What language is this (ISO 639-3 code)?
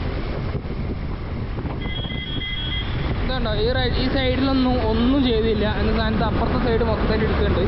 mal